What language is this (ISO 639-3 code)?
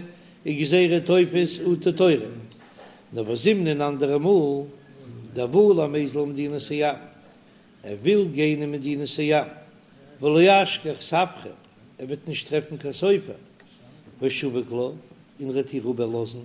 yid